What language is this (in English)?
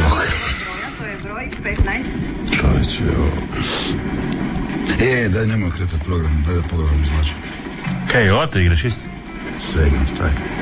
Croatian